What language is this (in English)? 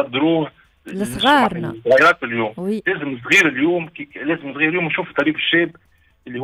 Tunisian Arabic